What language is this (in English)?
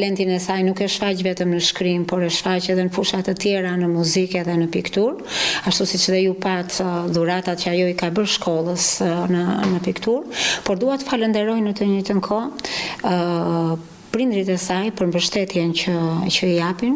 Albanian